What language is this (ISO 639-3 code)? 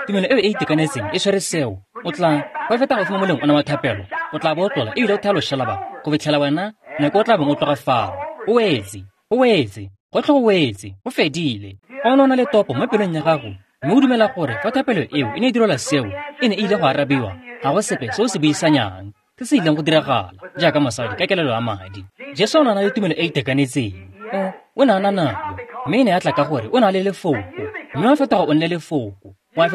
tsn